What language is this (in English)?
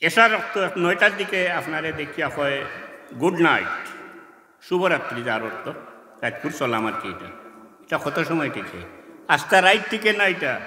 Sylheti